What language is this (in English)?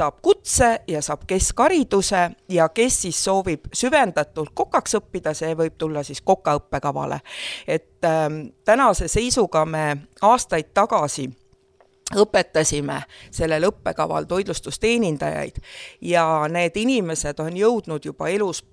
Estonian